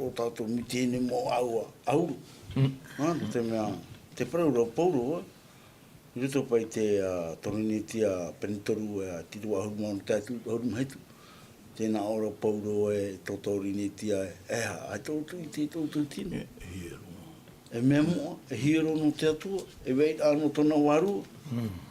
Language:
Tahitian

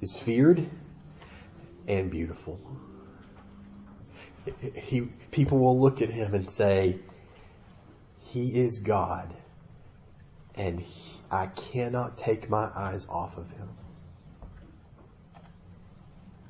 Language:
English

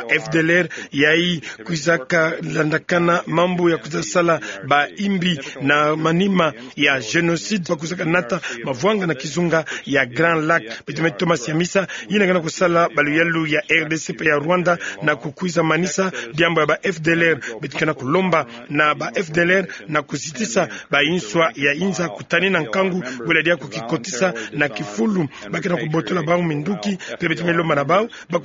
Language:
Kituba (Democratic Republic of Congo)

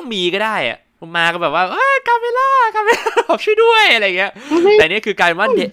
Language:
Thai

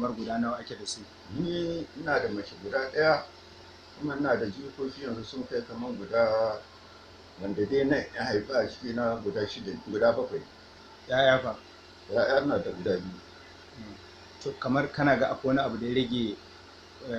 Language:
Hausa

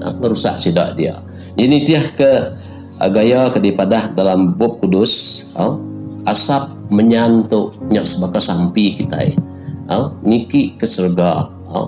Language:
Iban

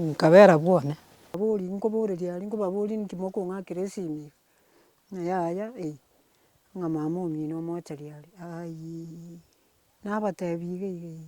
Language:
Gusii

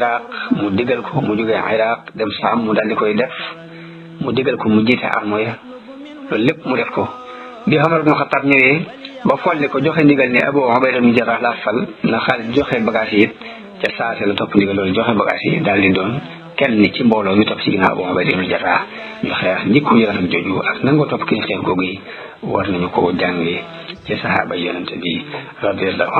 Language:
Wolof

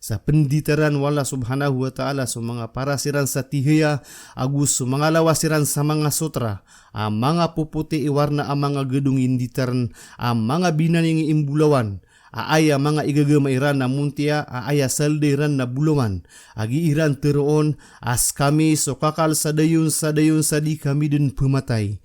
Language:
Maranao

